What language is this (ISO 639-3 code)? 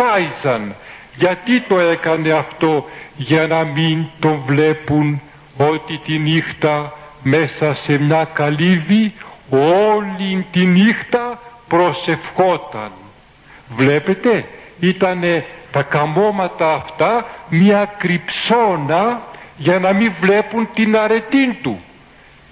ell